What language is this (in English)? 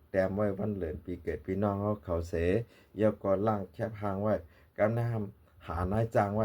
Shan